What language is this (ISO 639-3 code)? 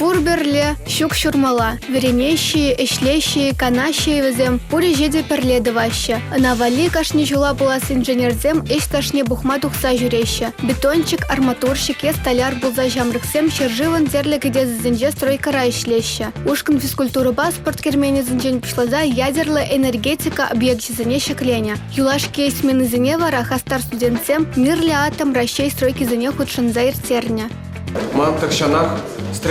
chv